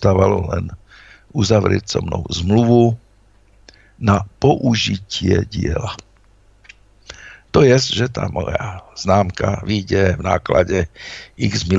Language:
Slovak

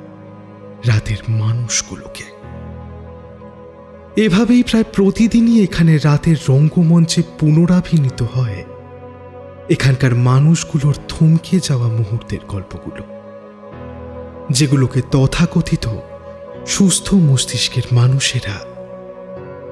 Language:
Bangla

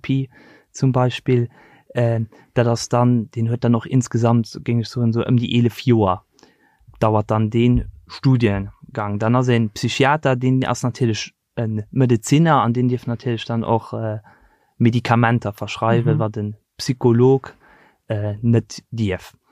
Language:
Luxembourgish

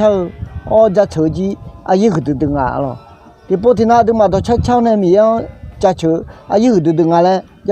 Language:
Akha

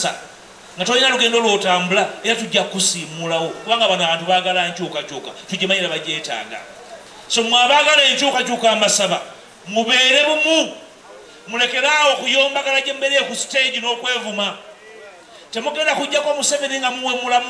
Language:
Ganda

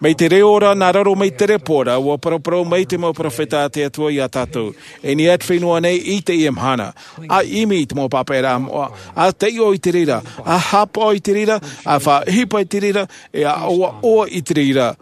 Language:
Tahitian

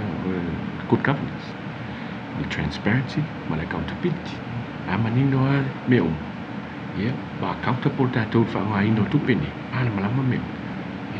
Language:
Samoan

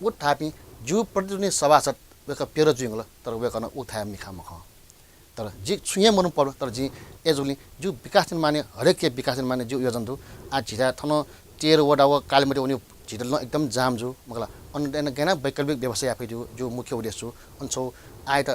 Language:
Newari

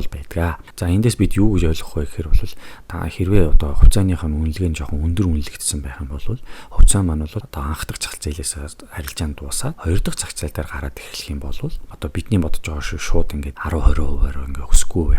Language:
Mongolian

